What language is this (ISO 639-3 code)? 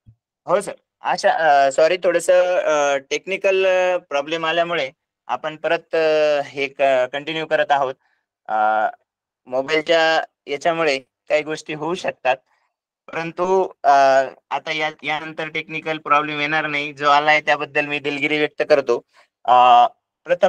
mar